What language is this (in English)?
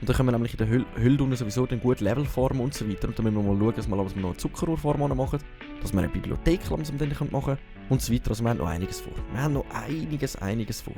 Swiss German